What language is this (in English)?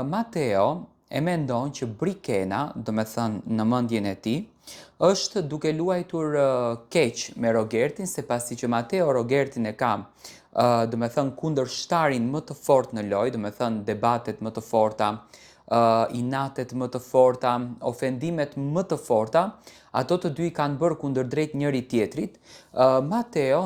Albanian